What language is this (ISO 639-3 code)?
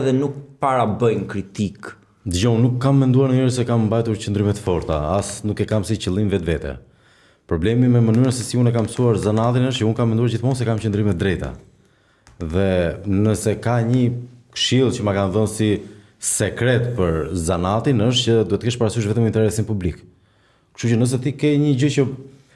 sqi